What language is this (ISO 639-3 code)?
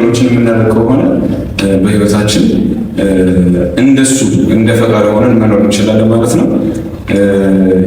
amh